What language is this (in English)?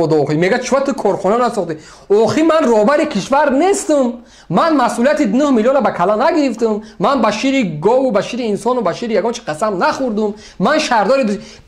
Tajik